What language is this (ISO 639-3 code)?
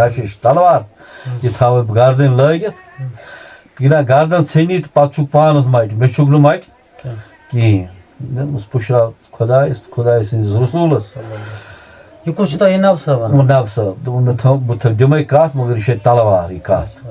kas